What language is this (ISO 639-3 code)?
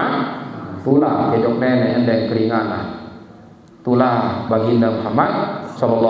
sas